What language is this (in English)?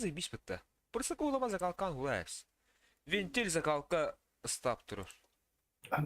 Yakut